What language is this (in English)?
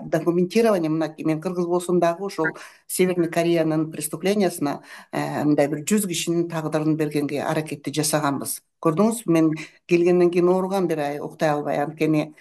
Kyrgyz